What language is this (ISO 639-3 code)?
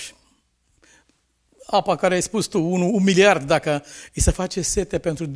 ron